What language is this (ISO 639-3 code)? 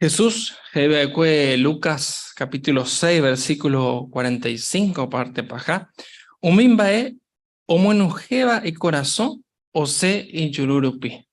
grn